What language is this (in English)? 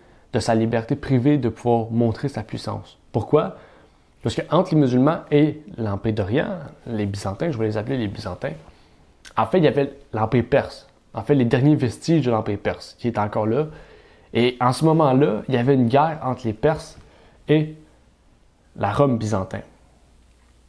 French